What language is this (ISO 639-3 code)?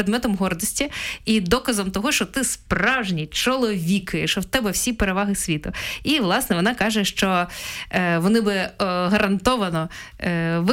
ukr